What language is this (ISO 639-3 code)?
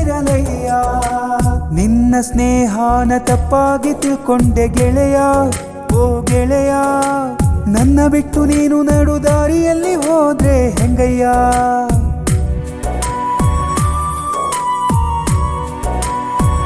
kan